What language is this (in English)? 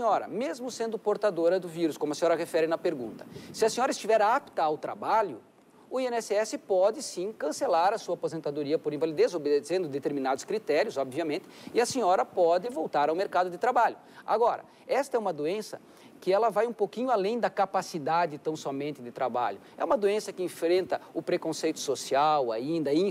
Portuguese